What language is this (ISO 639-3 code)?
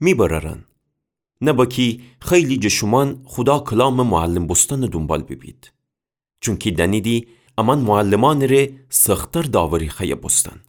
glk